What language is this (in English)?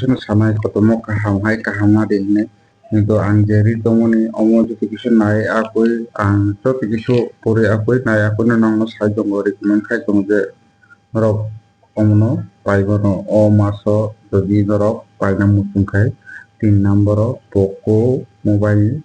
Kok Borok